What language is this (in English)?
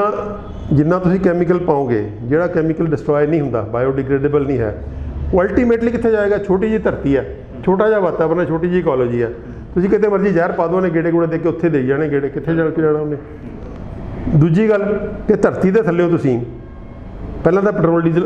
Punjabi